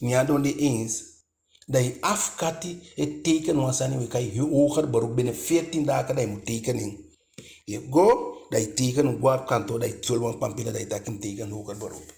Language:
Eastern Maroon Creole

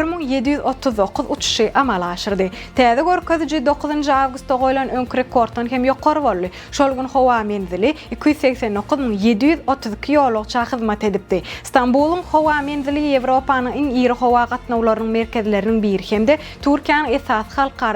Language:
Turkmen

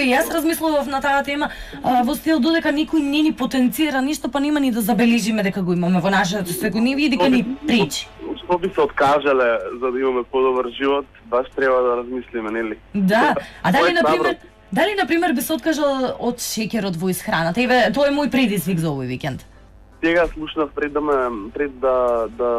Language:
Macedonian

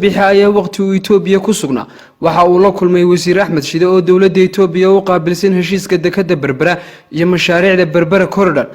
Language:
Somali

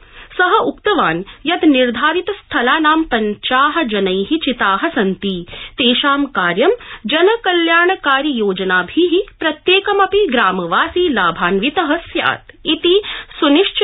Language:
Sanskrit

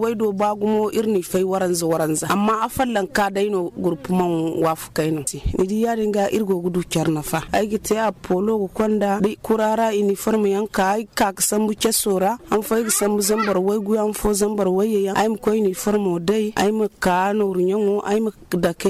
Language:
Zarma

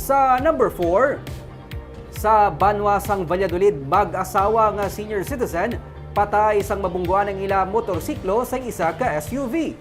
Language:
Hiligaynon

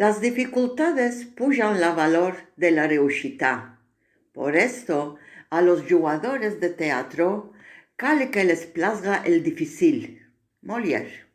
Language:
Ladino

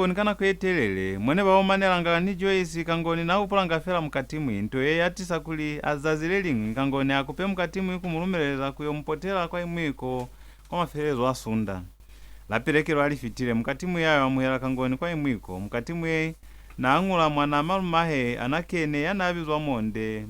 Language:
Lozi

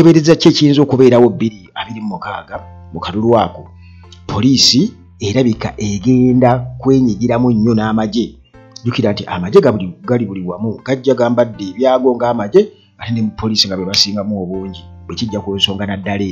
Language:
Ganda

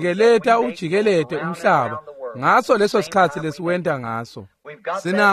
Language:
Swati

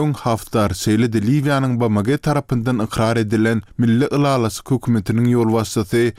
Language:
Turkmen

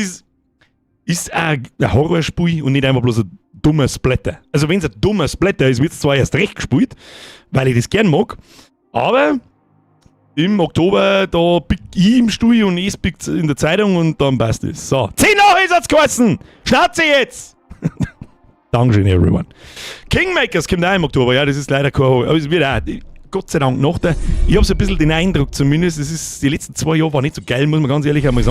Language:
Bavarian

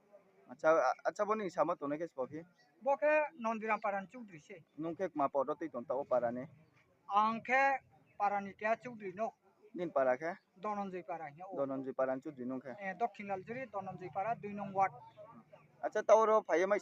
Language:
Riang (India)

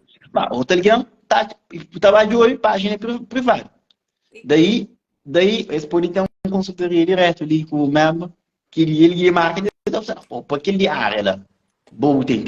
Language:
Kabuverdianu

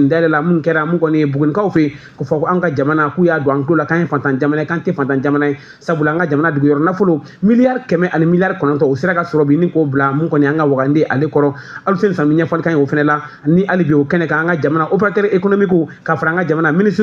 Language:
Bambara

